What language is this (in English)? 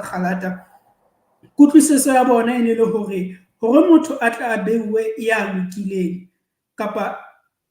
Southern Sotho